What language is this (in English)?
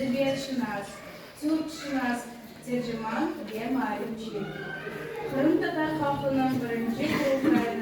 Crimean Tatar